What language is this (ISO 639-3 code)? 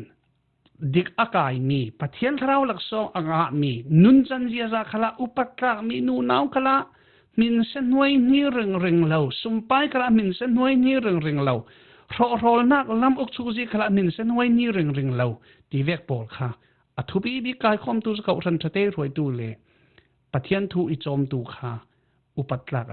cfm